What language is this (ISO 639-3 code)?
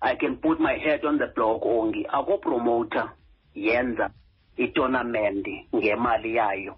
xho